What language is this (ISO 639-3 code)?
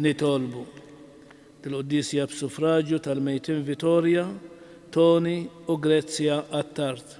mlt